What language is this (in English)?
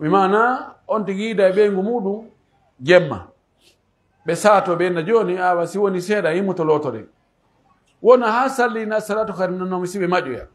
Pular